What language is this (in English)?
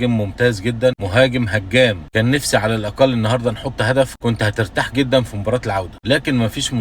Egyptian Arabic